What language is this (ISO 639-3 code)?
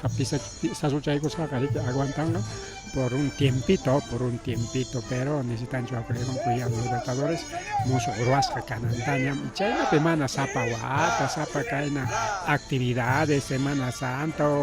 quy